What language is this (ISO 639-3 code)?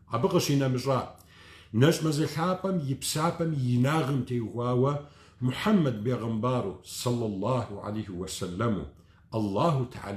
kbd